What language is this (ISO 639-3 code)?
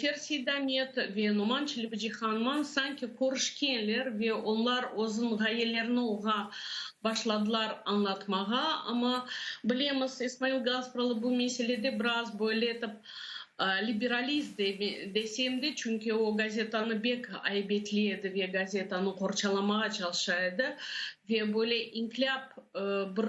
crh